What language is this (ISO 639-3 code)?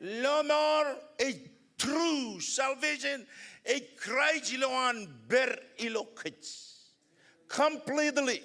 mah